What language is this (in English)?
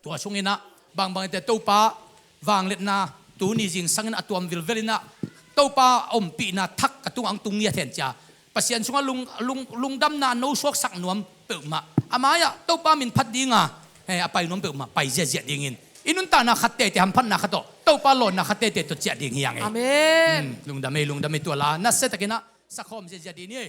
Tedim Chin